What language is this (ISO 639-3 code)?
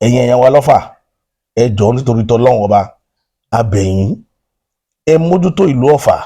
yor